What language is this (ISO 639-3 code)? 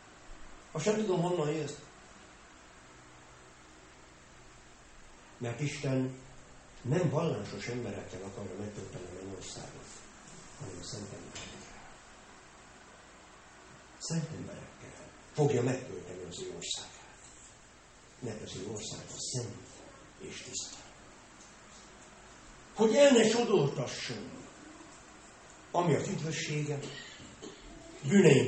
hun